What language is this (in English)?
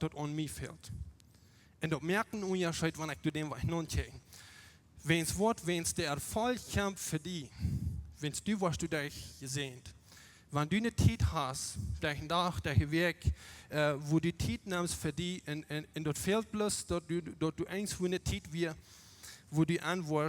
Plautdietsch